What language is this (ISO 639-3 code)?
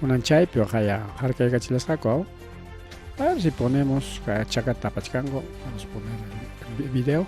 quy